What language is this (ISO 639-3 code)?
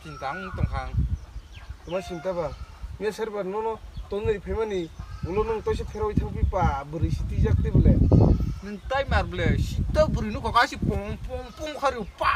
trp